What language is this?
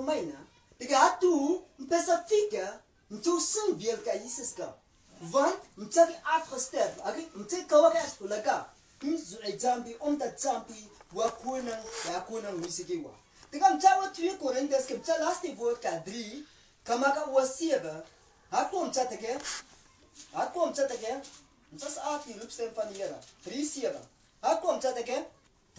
Afrikaans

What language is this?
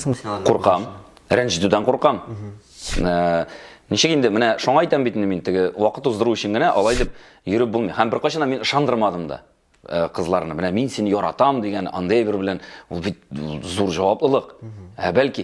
Tatar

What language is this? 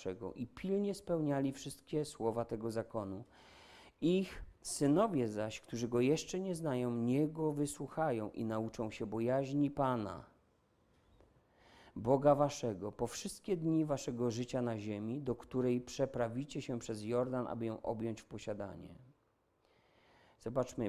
Polish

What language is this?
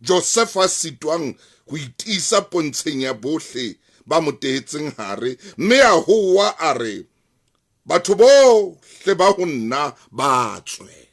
Southern Sotho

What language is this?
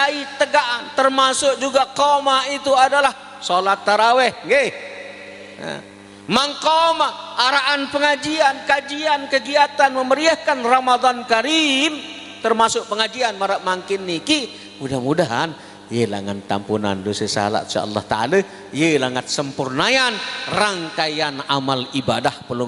Sasak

